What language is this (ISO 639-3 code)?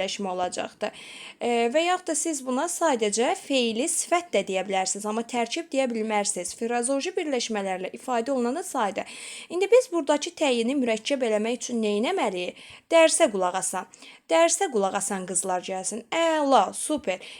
aze